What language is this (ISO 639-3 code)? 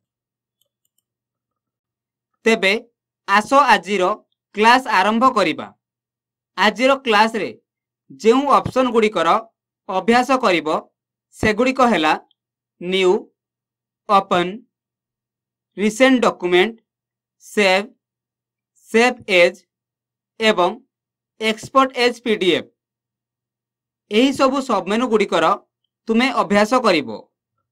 ori